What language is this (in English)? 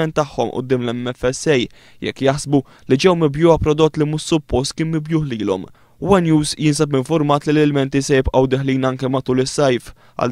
Maltese